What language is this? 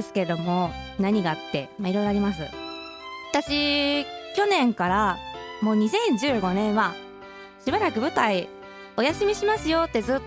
Japanese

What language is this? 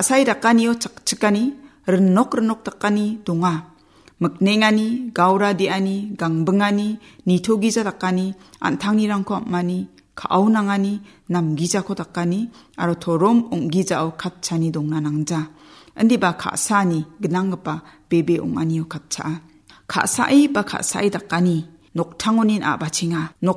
Garo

